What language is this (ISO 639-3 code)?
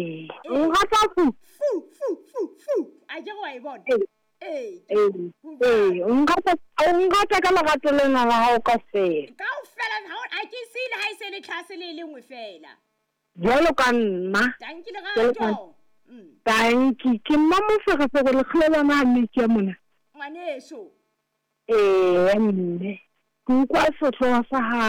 sot